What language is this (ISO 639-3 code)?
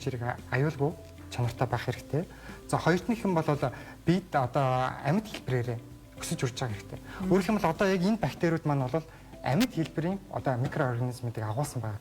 mon